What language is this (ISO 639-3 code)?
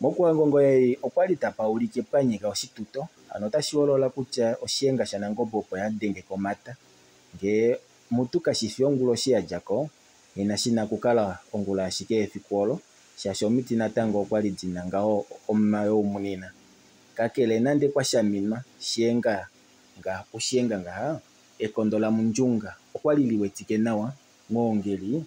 kua